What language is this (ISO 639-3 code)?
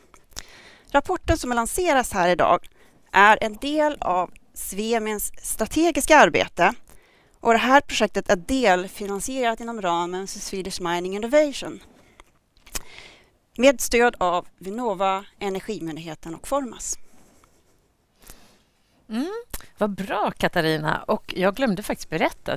swe